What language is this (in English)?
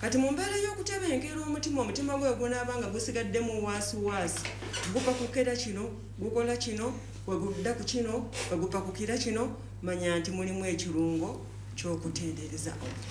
Ganda